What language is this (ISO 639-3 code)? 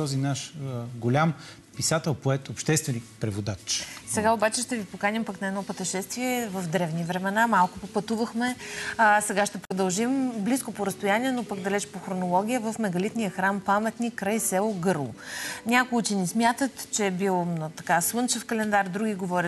bul